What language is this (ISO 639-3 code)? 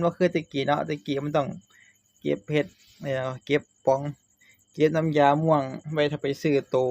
tts